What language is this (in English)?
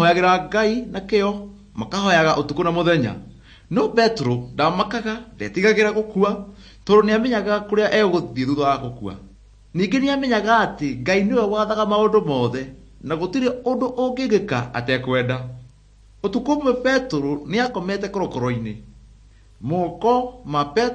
Kikuyu